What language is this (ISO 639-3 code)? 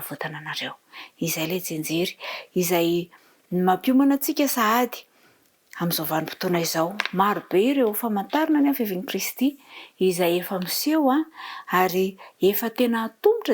mlg